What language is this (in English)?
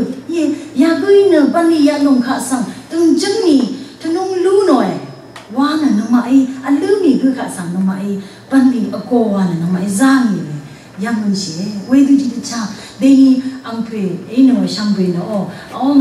Rawang